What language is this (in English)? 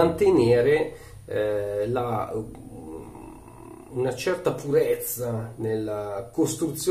Italian